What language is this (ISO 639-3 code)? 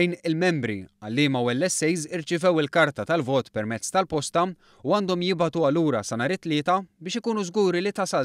mlt